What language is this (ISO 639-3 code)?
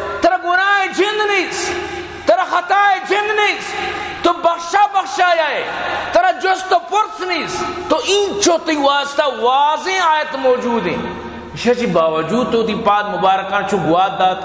bgp